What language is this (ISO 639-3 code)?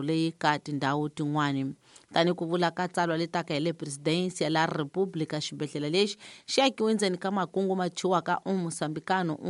tso